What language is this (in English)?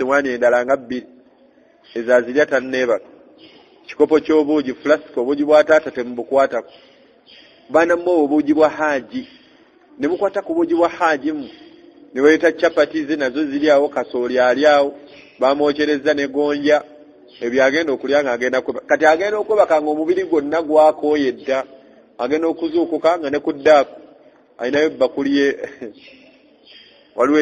Ganda